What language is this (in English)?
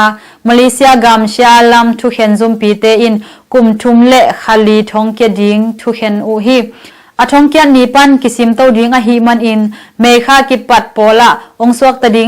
Tedim Chin